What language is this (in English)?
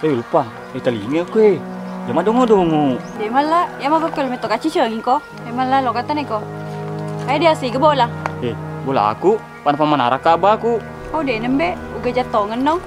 Buginese